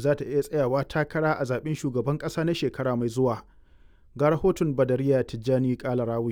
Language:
Hausa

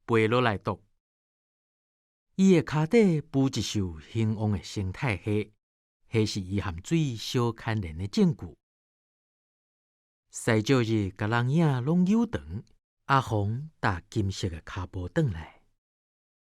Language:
Min Nan Chinese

